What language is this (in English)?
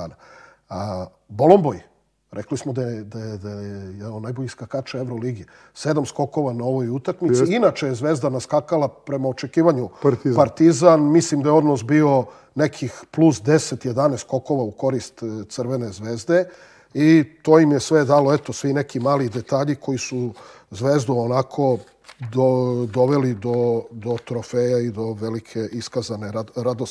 Serbian